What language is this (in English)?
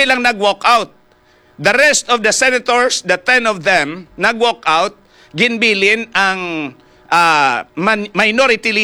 Hiligaynon